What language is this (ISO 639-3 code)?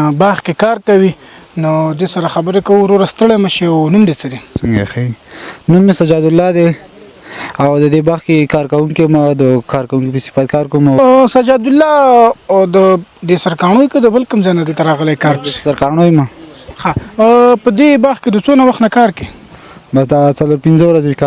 pus